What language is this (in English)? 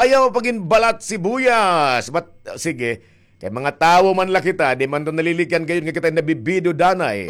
Waray